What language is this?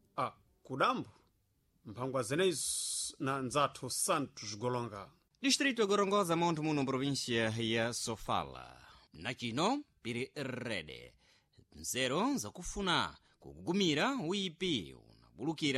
Sena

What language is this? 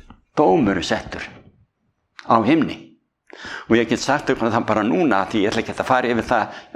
Icelandic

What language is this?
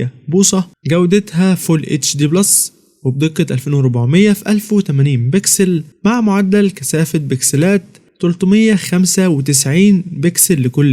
Egyptian Arabic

